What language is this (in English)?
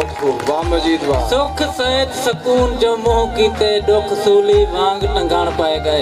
Saraiki